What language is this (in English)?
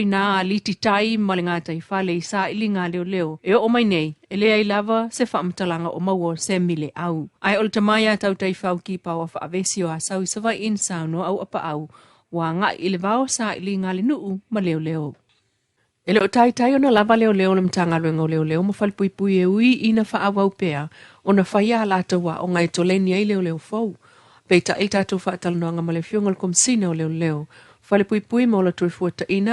Samoan